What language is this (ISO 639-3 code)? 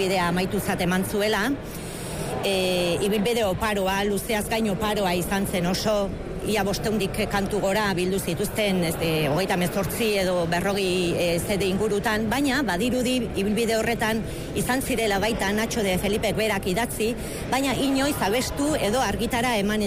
eus